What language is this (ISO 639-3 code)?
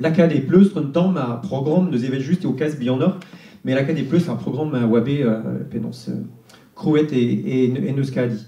bre